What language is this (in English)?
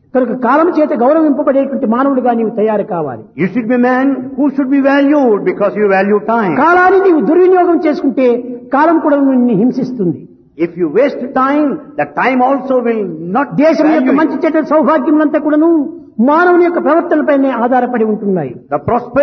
Telugu